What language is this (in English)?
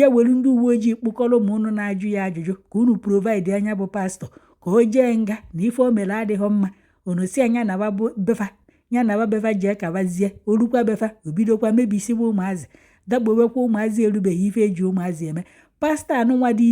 Igbo